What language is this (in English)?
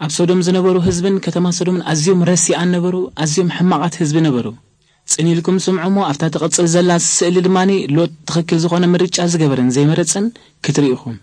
Tigrinya